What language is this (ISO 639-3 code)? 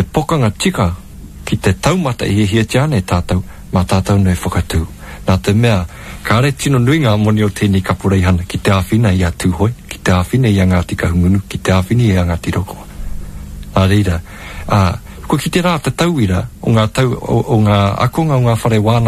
mri